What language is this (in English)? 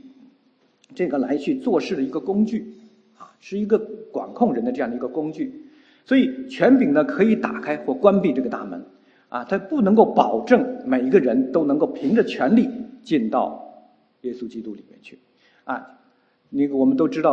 Chinese